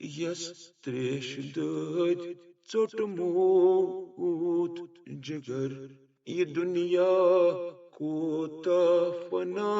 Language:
Kashmiri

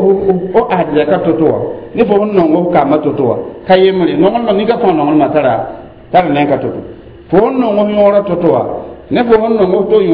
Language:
Mossi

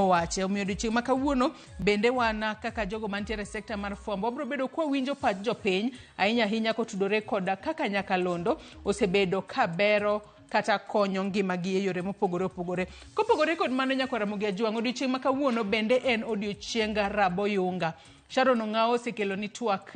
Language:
Luo (Kenya and Tanzania)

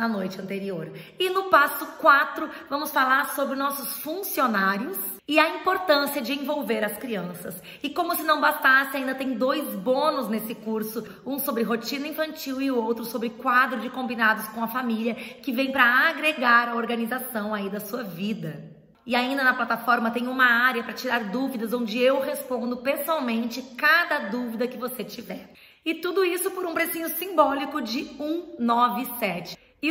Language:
Portuguese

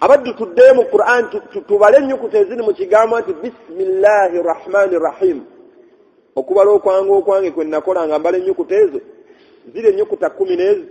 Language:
Ganda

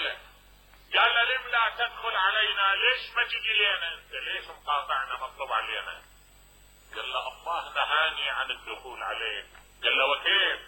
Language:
Mesopotamian Arabic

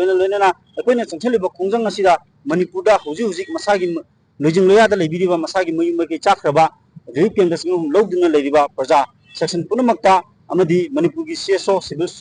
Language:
Manipuri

